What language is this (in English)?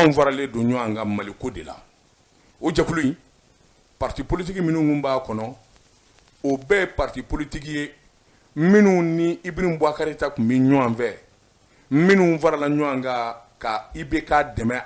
Bambara